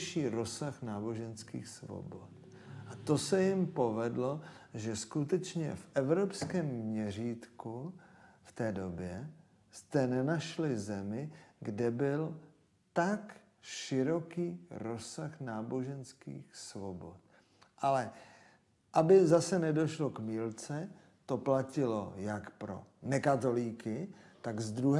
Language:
Czech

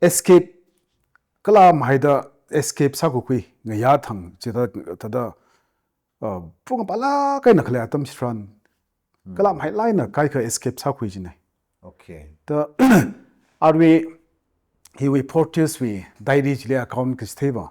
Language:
Tangkhul Naga (India)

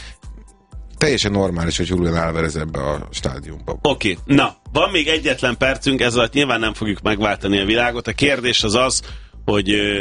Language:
Hungarian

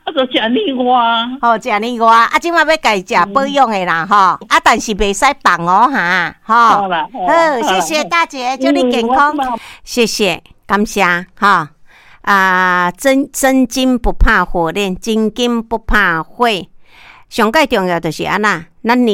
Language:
Min Nan Chinese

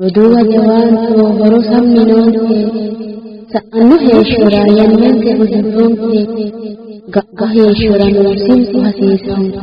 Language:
Sidamo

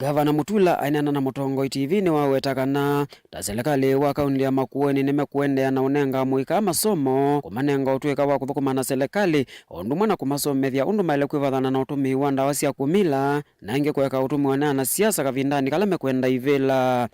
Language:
Kamba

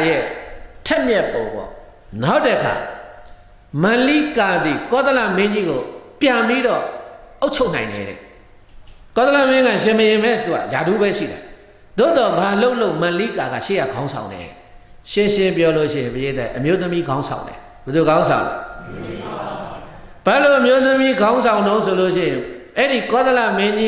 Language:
Burmese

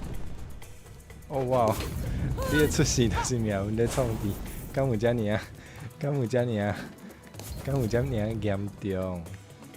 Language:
Min Nan Chinese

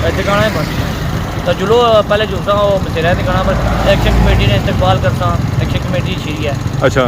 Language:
Pahari-Potwari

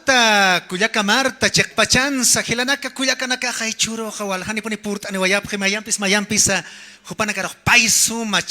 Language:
Aymara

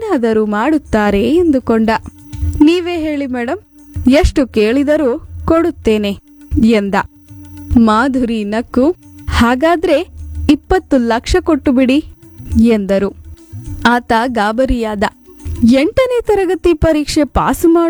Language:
Kannada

